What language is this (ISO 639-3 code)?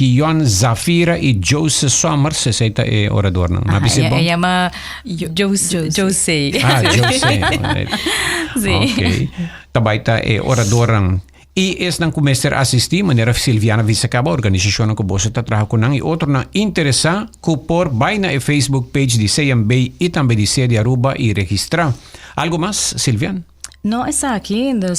pap